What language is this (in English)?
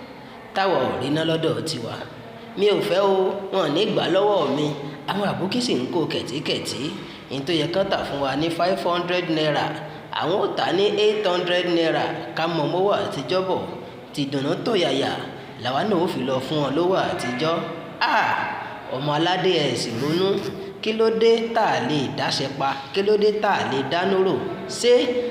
Yoruba